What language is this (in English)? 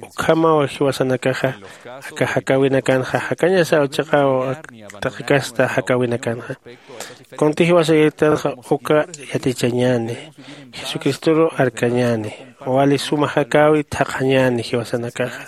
Aymara